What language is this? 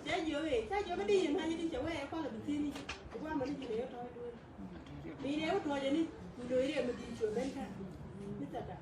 Nuer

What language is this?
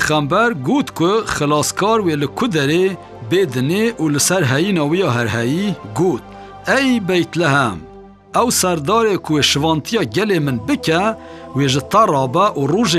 Kurdish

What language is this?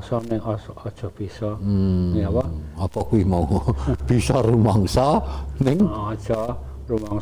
Javanese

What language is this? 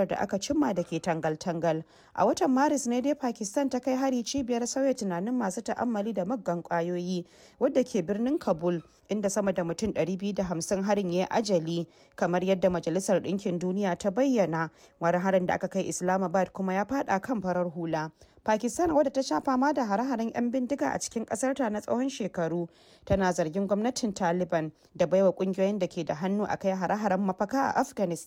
Hausa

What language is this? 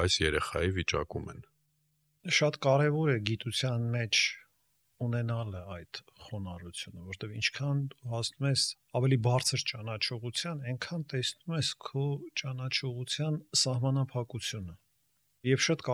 Armenian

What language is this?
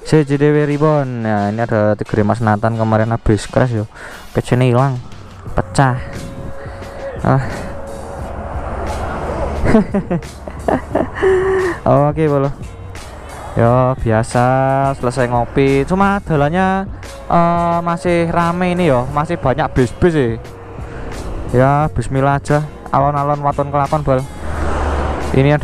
Indonesian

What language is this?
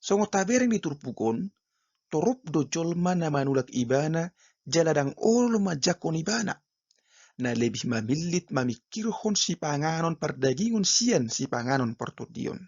Batak Toba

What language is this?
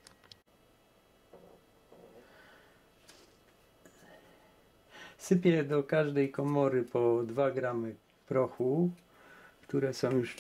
Polish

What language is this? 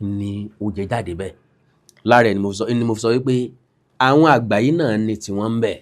Yoruba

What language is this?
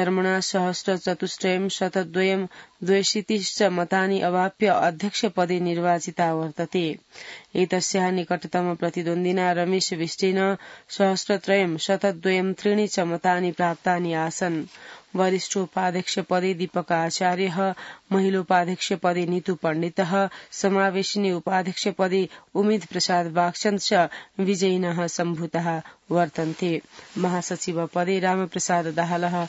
Sanskrit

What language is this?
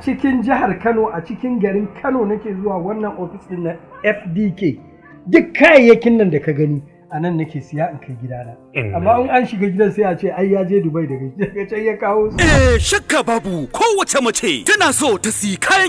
Hausa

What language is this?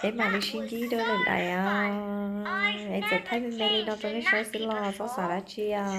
Hmong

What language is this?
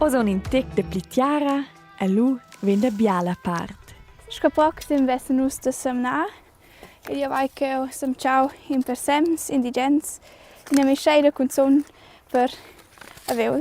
Romansh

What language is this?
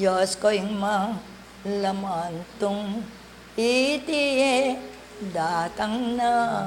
Pampanga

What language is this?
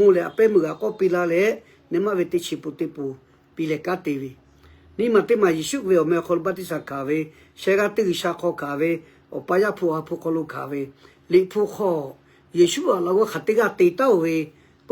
Lahu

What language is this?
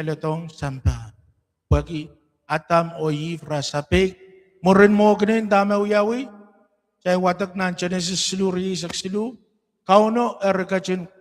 Pohnpeian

